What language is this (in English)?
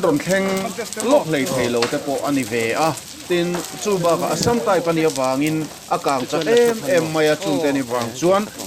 Mizo